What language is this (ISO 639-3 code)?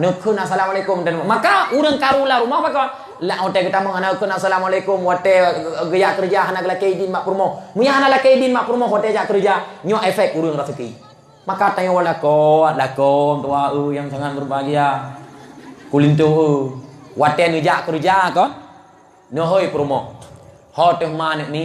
ace